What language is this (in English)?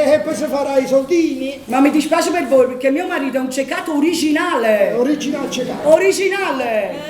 Neapolitan